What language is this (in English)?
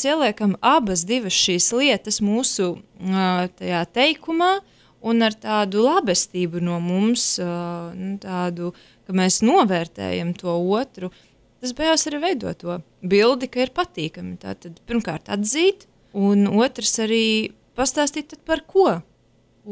Latvian